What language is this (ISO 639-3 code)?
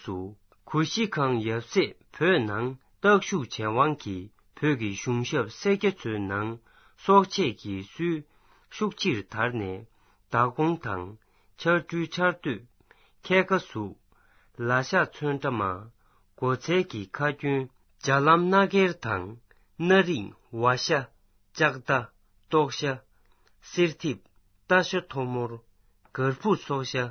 bod